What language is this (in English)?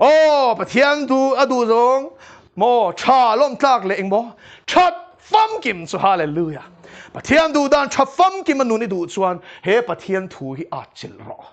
Mizo